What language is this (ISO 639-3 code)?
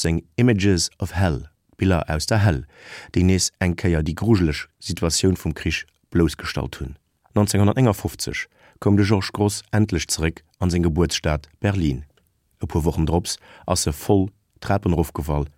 ltz